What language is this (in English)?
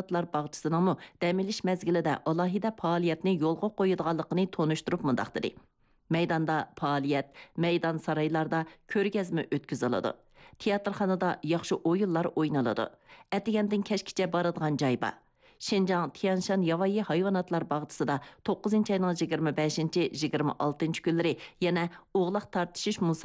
Uyghur